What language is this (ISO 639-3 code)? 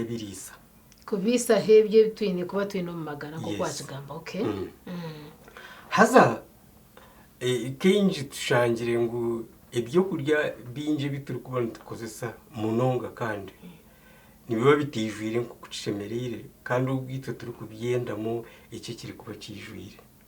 nyn